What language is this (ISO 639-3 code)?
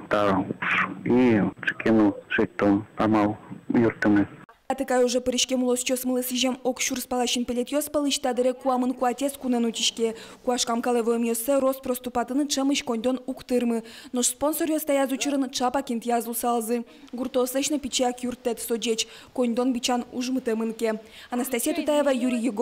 udm